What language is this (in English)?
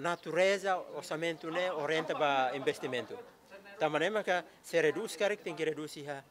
Tetum